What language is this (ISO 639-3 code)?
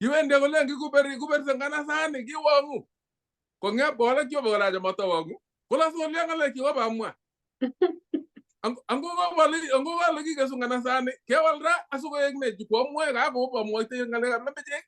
kln